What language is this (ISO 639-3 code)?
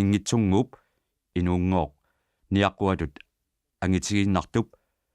kal